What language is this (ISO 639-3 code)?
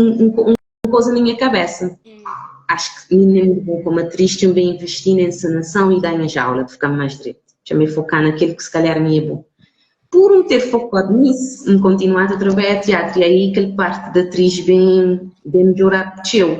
kea